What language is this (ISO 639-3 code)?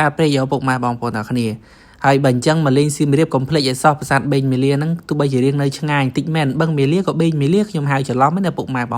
khm